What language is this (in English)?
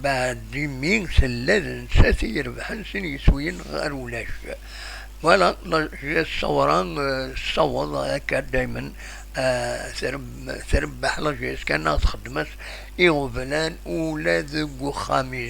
Kabyle